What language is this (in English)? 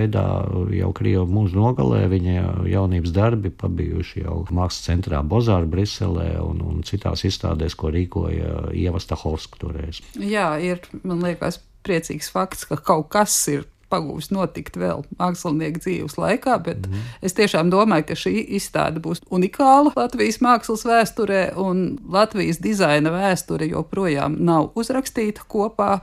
Latvian